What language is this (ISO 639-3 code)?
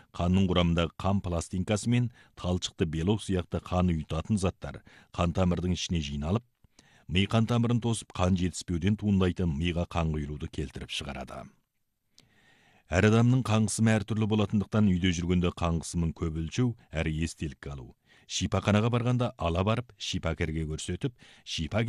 kaz